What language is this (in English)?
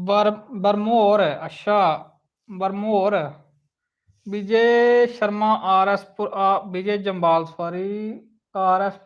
Dogri